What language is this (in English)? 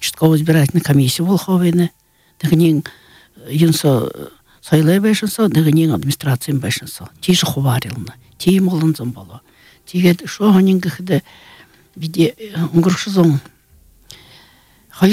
Buriat